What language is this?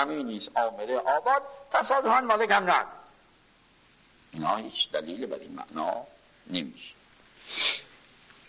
Persian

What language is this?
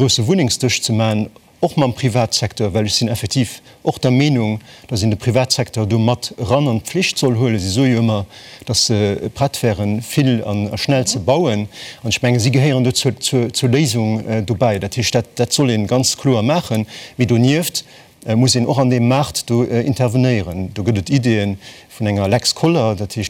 Luxembourgish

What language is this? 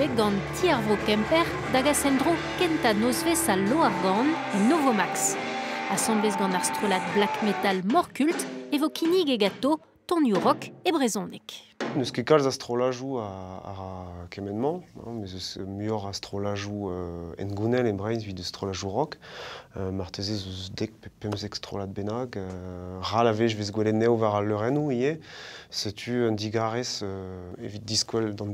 Breton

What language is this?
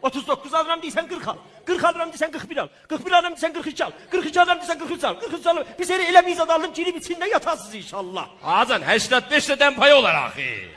South Azerbaijani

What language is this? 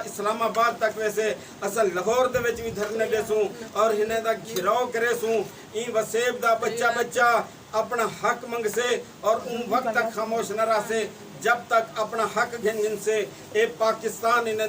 Saraiki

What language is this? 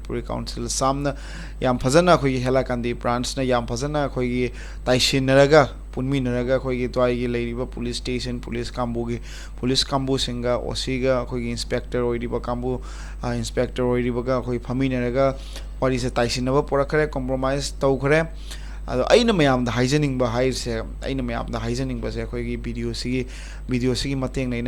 Manipuri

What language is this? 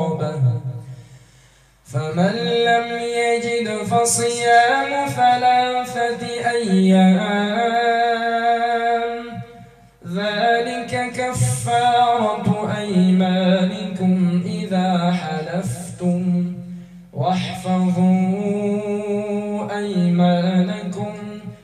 Arabic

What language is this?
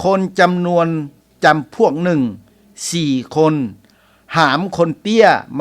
Lao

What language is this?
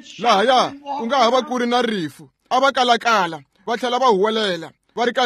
Tsonga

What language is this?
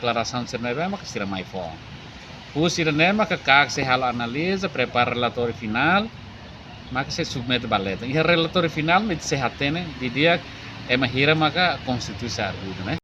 Tetum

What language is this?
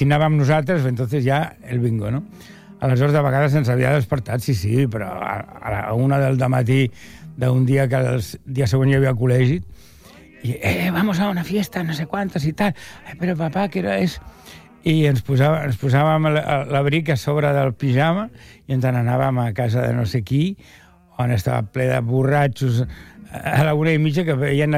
Catalan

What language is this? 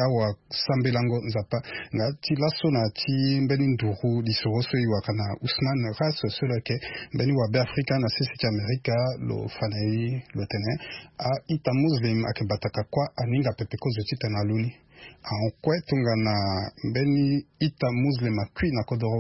Sango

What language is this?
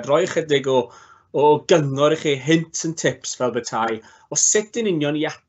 Welsh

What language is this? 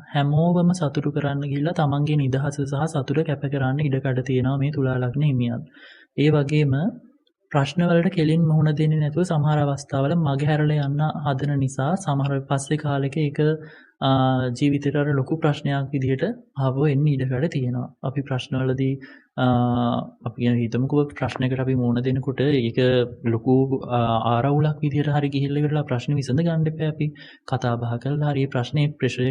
Sinhala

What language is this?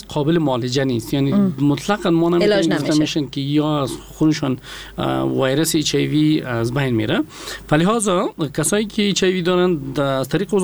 Persian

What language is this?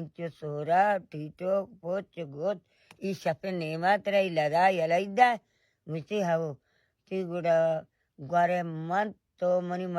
Baluchi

